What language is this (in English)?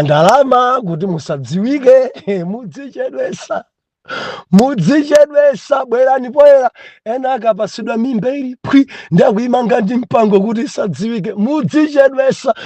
Nyanja